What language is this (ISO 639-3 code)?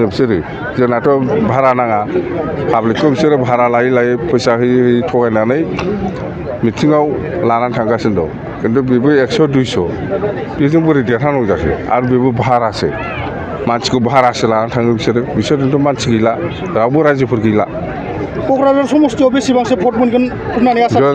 brx